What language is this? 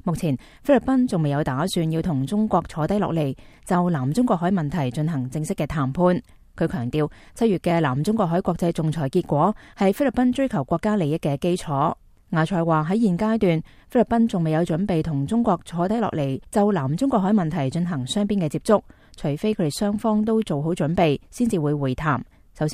Cantonese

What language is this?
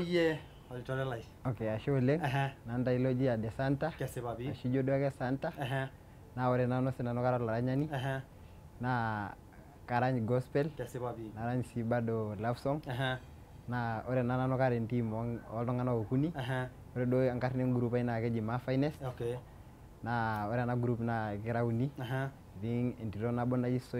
Masai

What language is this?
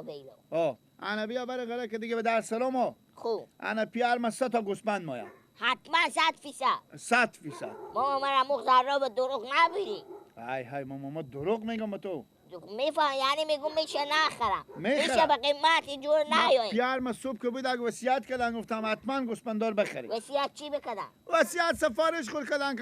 Persian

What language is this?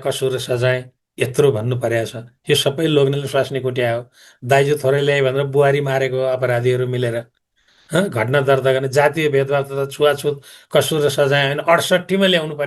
Nepali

